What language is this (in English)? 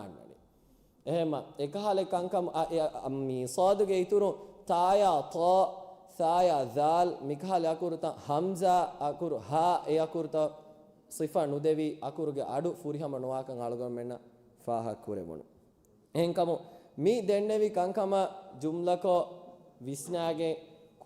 Divehi